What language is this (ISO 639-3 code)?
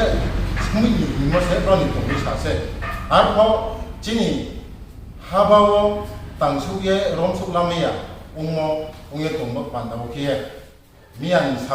ria